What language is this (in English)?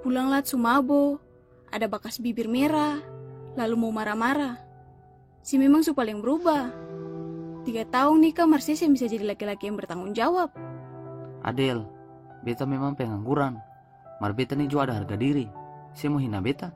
Ambonese Malay